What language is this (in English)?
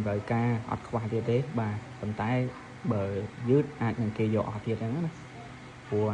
Khmer